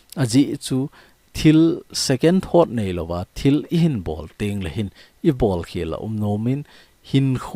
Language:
Thado Chin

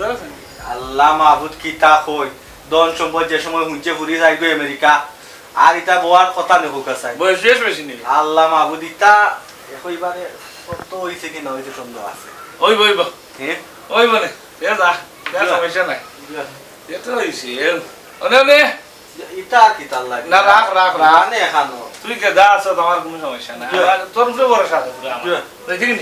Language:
Sylheti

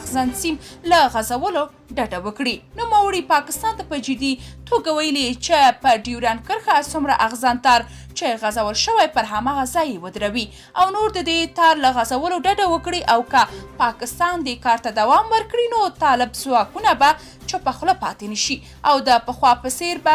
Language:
Pashto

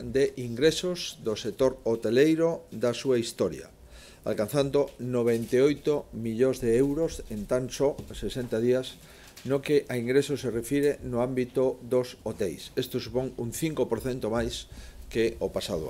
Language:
Galician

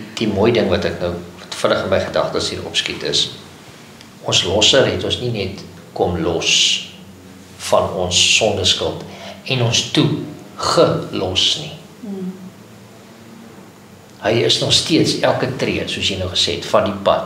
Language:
Afrikaans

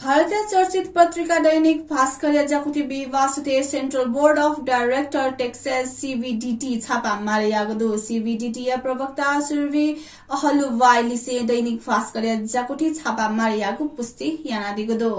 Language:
Newari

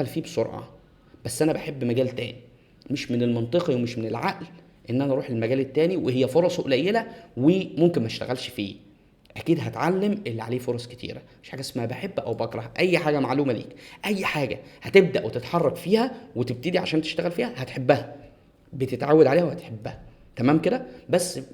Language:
Egyptian Arabic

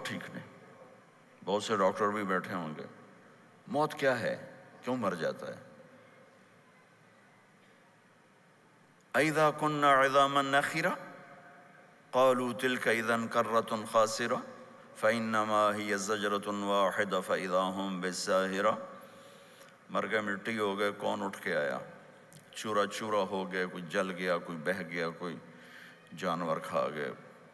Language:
Urdu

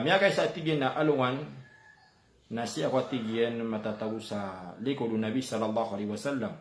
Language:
Maranao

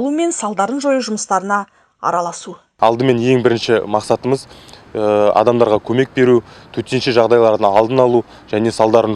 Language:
Kazakh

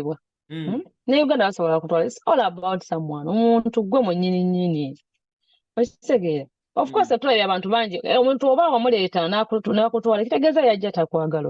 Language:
Ganda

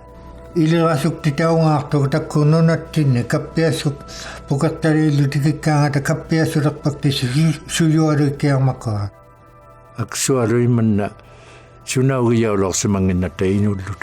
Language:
Inuktitut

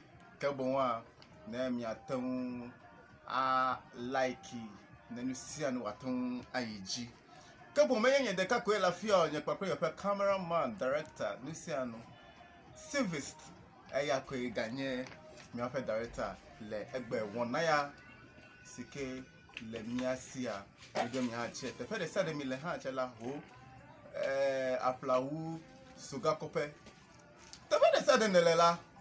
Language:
Ewe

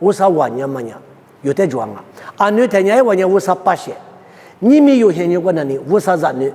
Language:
Lisu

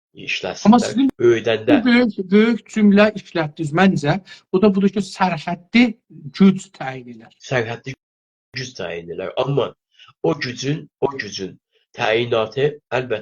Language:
South Azerbaijani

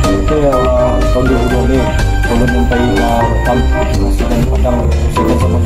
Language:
Minangkabau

